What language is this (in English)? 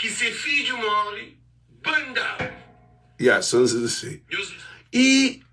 Kabuverdianu